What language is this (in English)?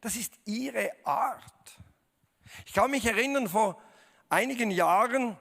Swiss German